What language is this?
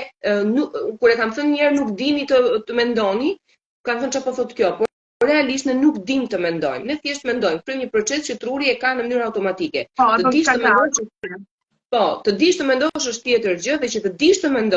Albanian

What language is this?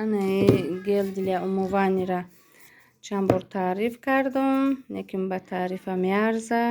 Tajik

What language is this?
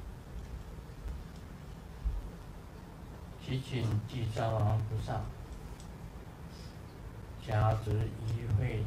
Chinese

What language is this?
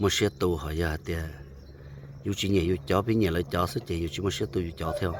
Hmong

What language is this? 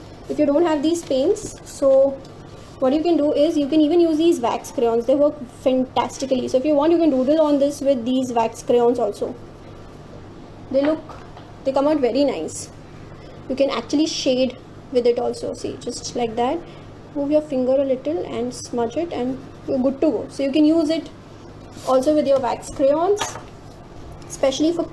English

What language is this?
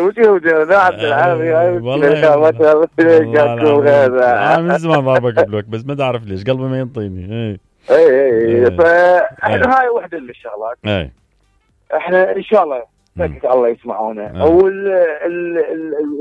Mesopotamian Arabic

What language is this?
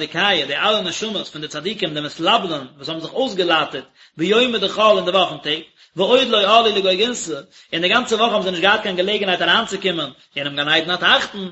Yiddish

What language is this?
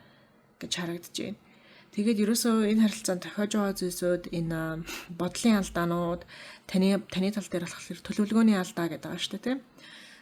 Mongolian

